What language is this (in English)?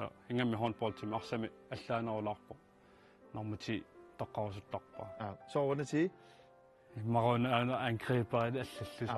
Kalaallisut